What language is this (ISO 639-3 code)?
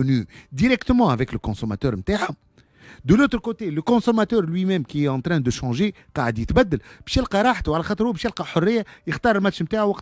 aeb